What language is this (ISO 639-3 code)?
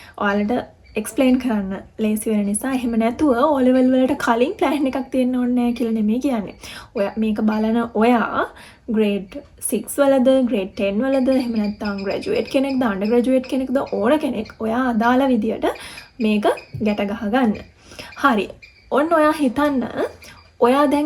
sin